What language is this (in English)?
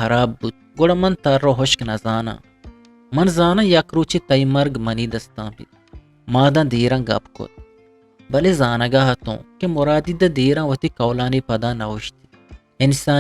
Eastern Balochi